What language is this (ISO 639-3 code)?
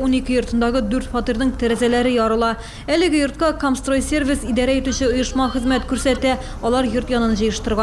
tat